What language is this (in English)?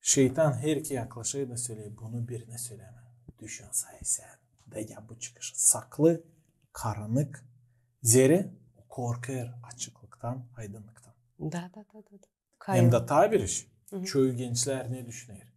Gagauz